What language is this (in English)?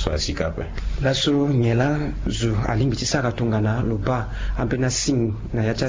Sango